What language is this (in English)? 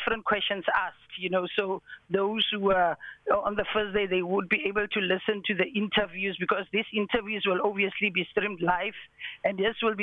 English